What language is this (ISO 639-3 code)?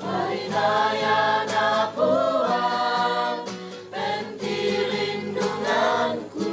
sda